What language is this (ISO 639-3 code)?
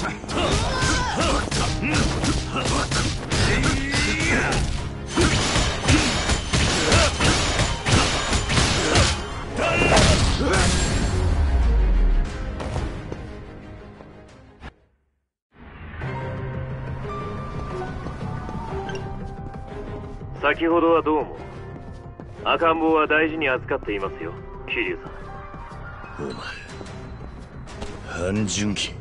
jpn